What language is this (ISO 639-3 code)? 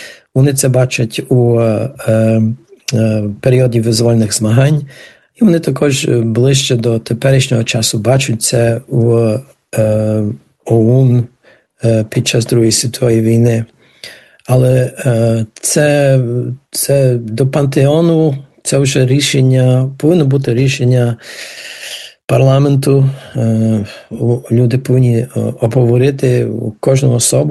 ukr